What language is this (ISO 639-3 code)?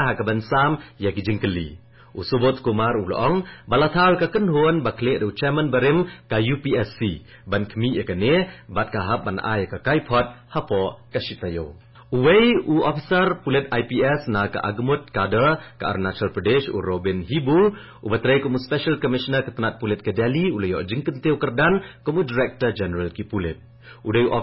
kha